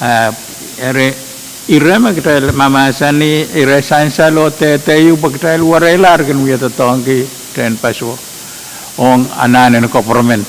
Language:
Pohnpeian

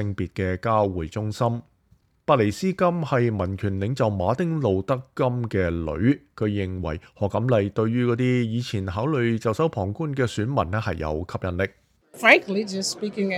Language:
Cantonese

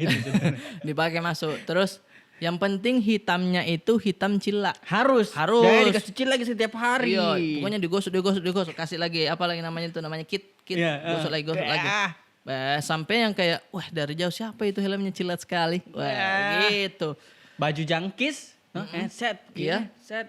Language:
Makassar Malay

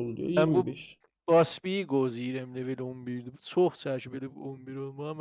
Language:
South Azerbaijani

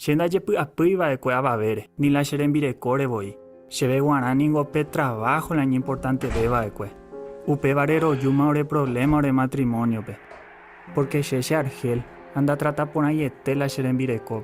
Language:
Guarani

